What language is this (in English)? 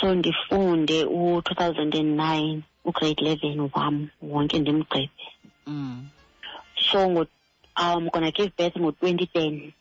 Xhosa